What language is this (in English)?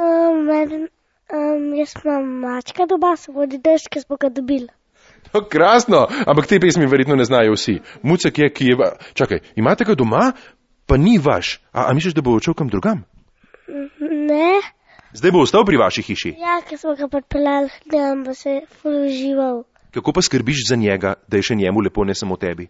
Slovenian